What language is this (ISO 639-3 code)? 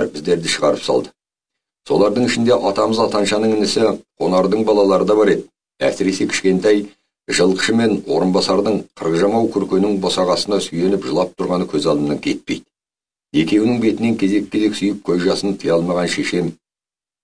kaz